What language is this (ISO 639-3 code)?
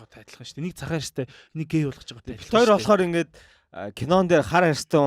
mon